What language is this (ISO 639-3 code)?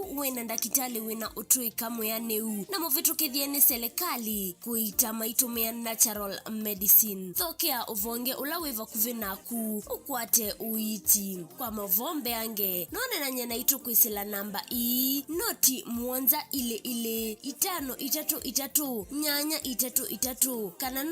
kam